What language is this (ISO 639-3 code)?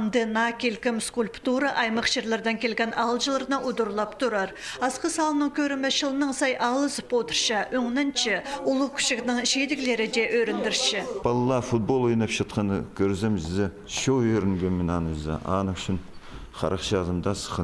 kjh